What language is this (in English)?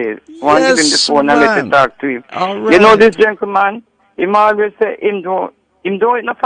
Jamaican Creole English